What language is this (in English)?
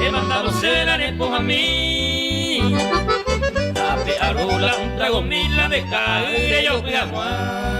Guarani